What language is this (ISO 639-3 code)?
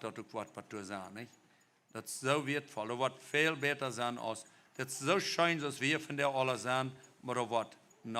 pdt